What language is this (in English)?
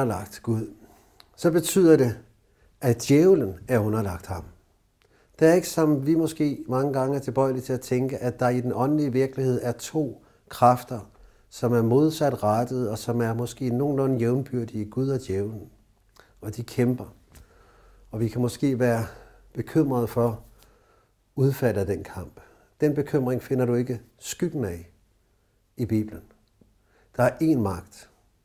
Danish